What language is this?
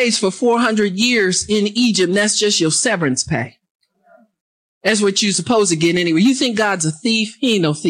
English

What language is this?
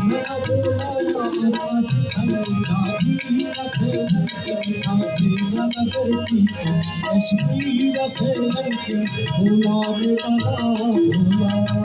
Brahui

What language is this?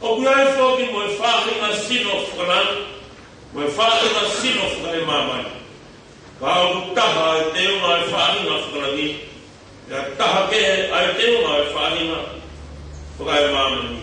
Tongan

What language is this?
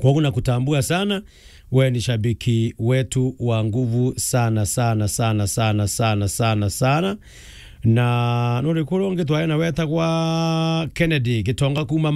Meru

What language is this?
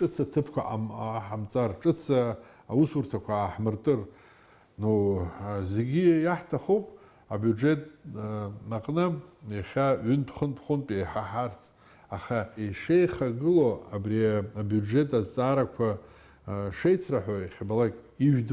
Abkhazian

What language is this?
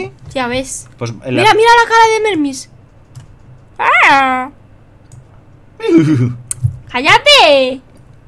Spanish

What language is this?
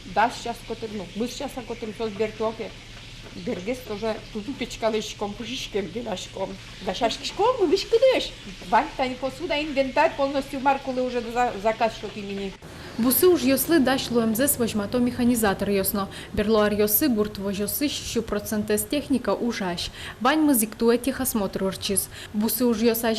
Udmurt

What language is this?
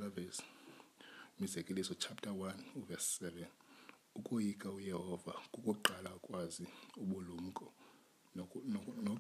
Xhosa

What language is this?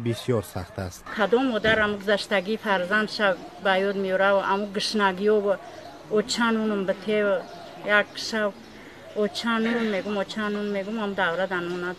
Tajik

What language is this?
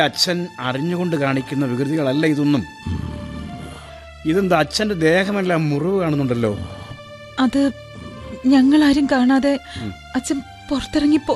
Malayalam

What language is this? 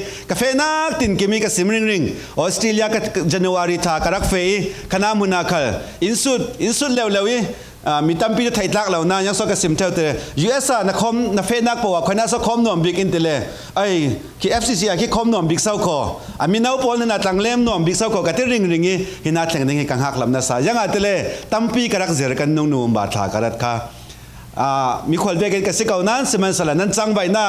Falam Chin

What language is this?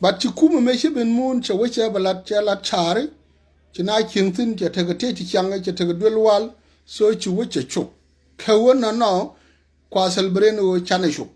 Nuer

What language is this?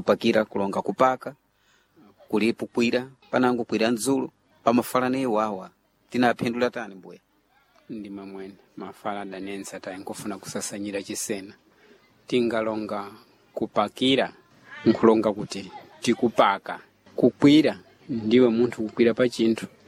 Sena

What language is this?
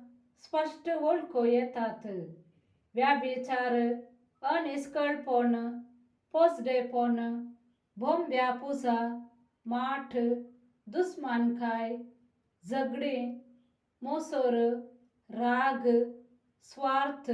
Konkani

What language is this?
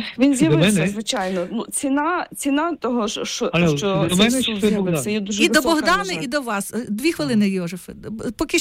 Ukrainian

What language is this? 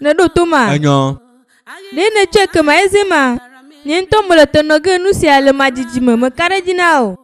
Ewe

